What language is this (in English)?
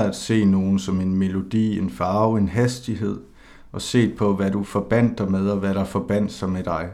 Danish